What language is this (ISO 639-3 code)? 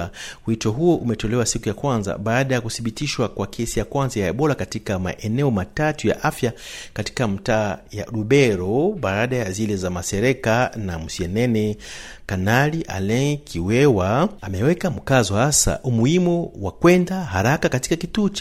swa